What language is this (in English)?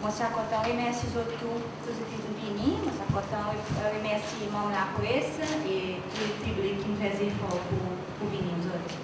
Seselwa Creole French